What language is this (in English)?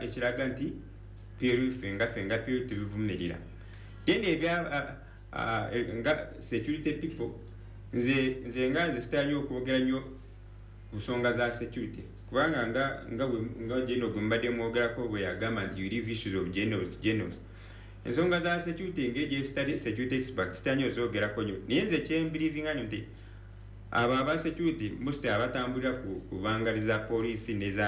Ganda